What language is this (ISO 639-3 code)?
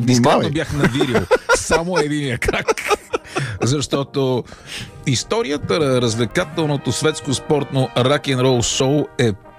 bul